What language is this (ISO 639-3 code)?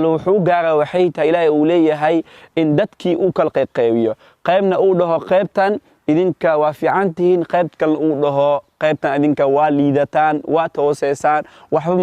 som